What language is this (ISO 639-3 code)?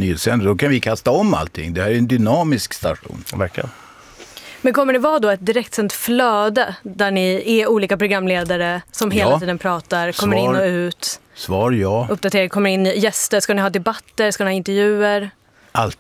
swe